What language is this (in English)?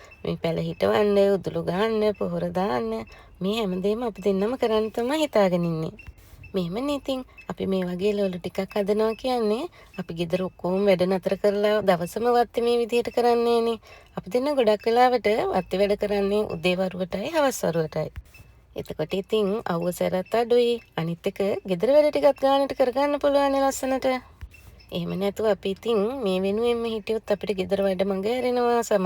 Sinhala